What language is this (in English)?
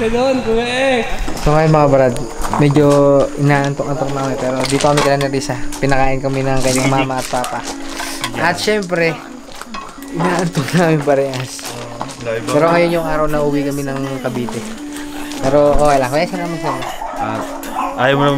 Filipino